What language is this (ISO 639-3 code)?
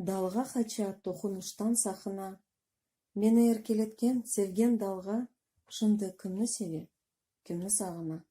crh